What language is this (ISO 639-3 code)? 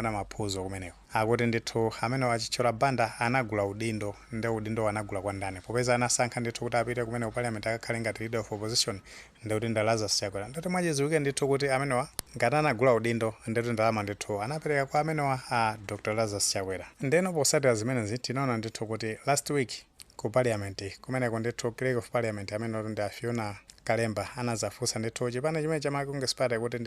nya